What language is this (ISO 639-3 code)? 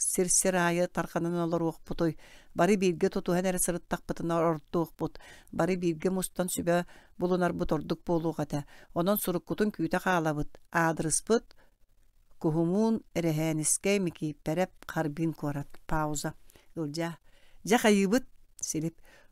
sah